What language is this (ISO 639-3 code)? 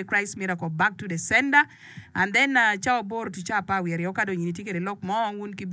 ach